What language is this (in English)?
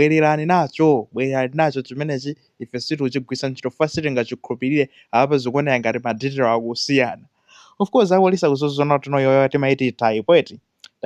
Nyanja